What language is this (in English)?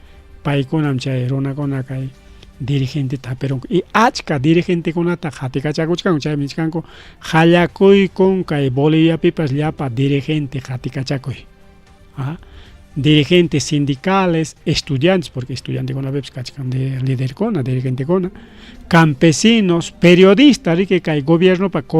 Ayacucho Quechua